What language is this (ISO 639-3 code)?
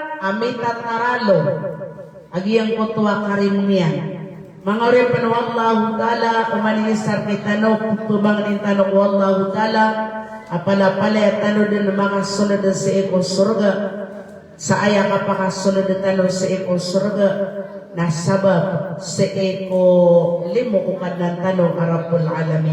mrw